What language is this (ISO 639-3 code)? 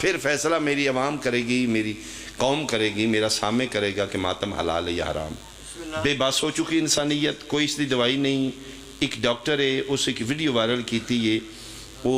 phr